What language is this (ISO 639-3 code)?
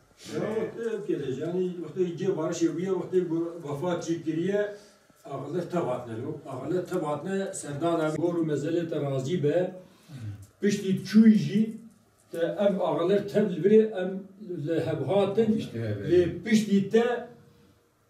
kur